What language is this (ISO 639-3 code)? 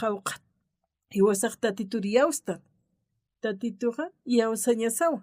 aym